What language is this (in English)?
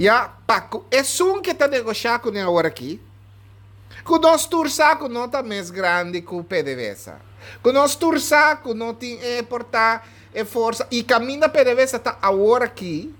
Papiamento